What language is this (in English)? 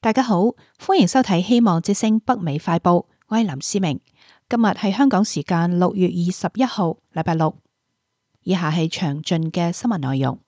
Cantonese